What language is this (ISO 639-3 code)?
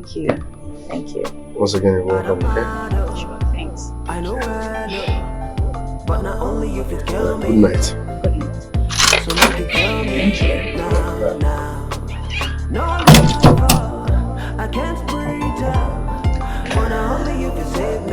pcm